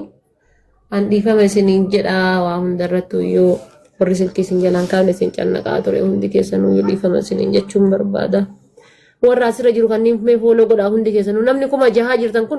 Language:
Oromo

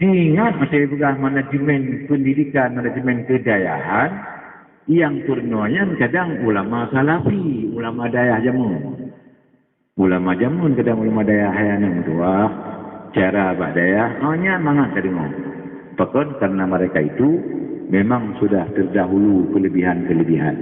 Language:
Achinese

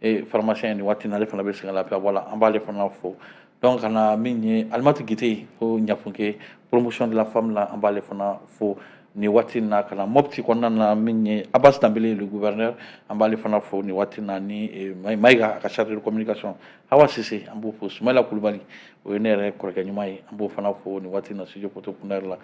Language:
Bambara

